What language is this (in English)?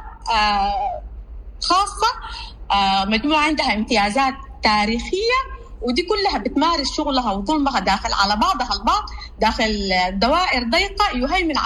Sudanese Arabic